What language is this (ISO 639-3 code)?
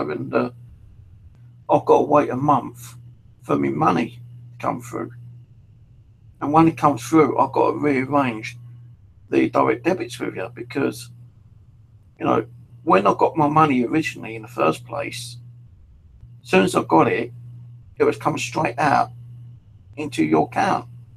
eng